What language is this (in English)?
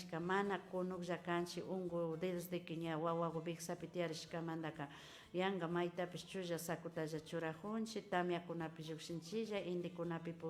Imbabura Highland Quichua